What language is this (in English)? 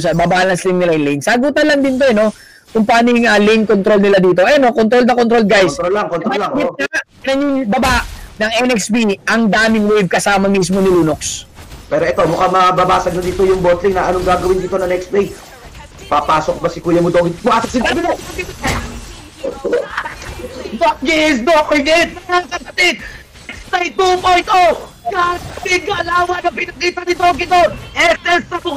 Filipino